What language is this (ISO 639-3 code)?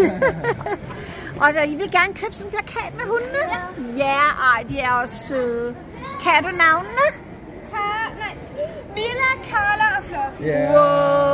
dan